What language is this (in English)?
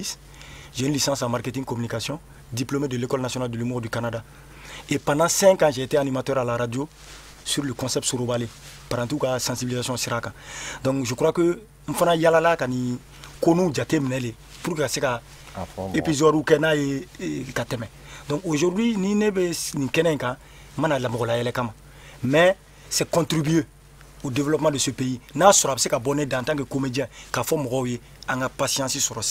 Bambara